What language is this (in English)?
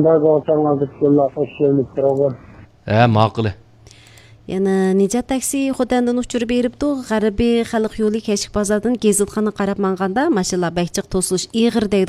Uyghur